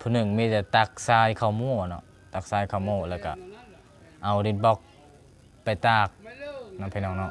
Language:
Lao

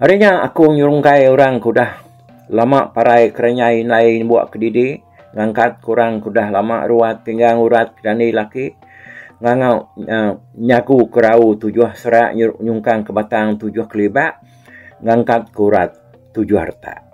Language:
Iban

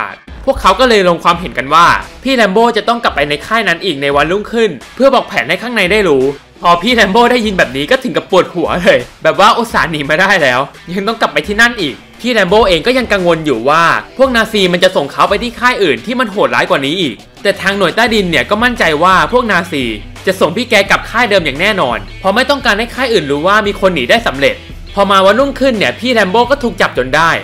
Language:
Thai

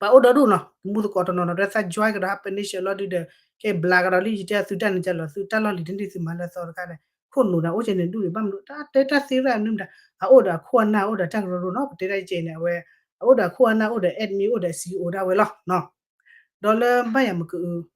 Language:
S'gaw Karen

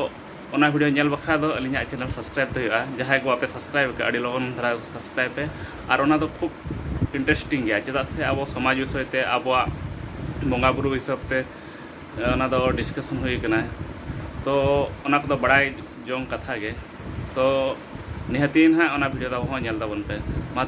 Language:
Santali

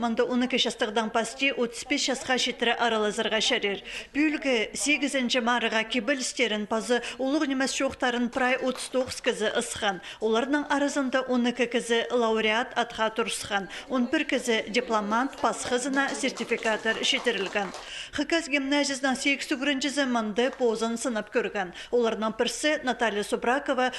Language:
Khakas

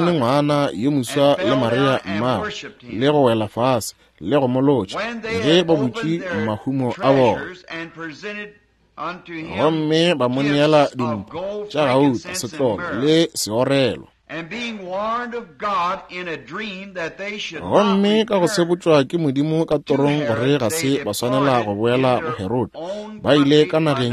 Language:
Northern Sotho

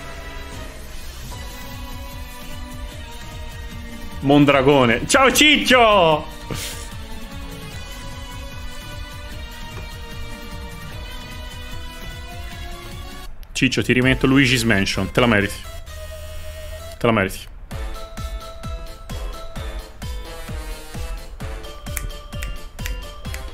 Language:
Italian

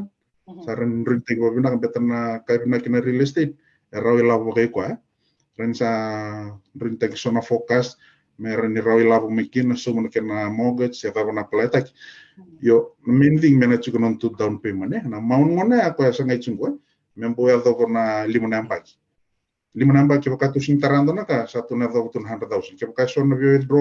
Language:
Fijian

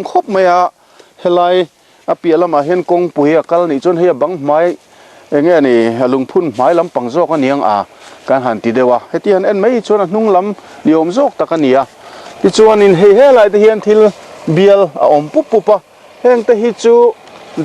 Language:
Mizo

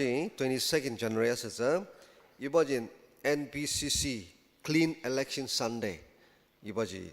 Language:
Ao Naga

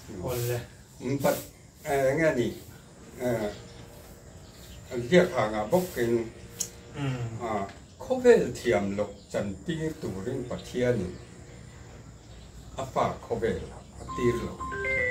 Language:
Mizo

